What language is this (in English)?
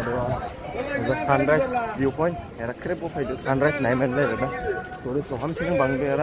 Dimasa